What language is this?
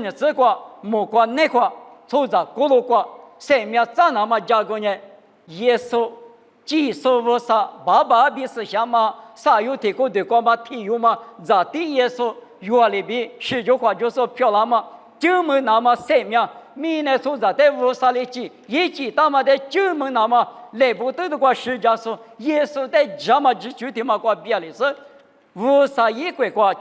Lisu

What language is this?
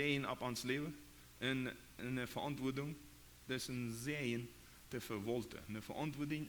Plautdietsch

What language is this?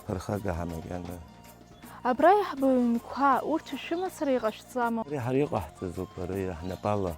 Abkhazian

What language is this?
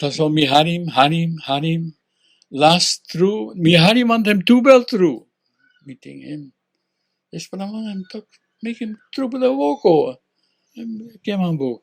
Tok Pisin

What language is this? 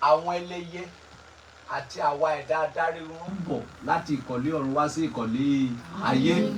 Yoruba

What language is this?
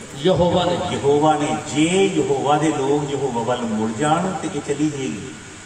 Punjabi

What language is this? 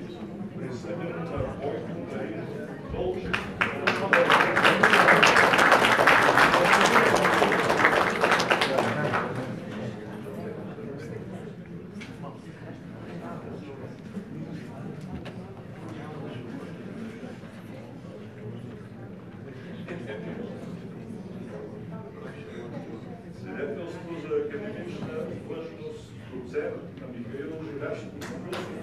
Bulgarian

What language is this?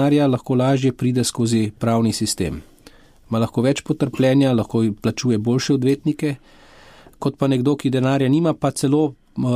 Slovenian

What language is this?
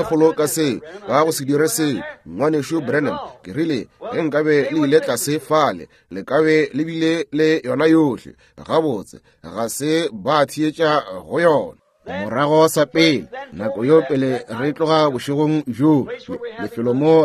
Northern Sotho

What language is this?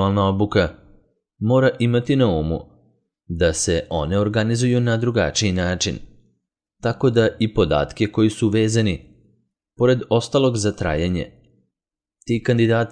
Serbian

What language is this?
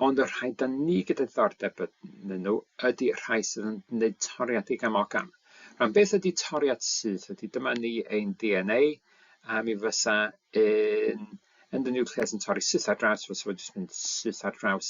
Welsh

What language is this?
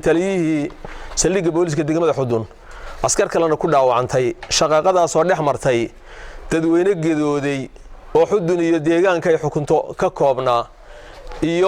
Somali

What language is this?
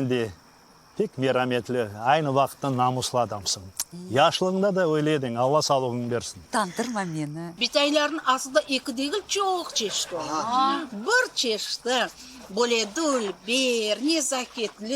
Crimean Tatar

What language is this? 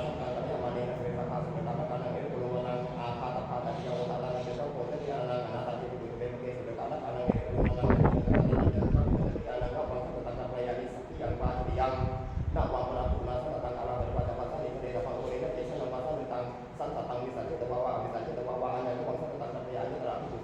Pali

